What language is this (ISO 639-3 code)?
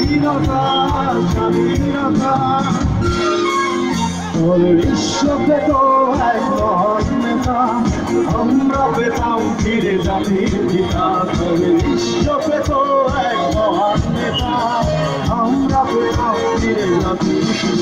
ben